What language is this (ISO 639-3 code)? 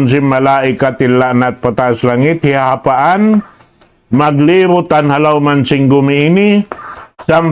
tsg